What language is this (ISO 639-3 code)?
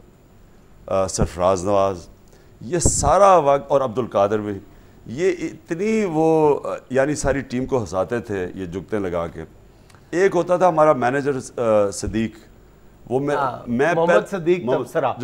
urd